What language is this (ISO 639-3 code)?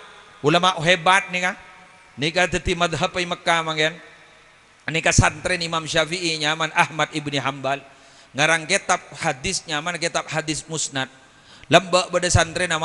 mad